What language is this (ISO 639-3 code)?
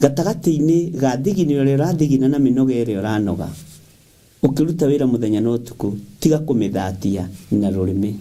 kik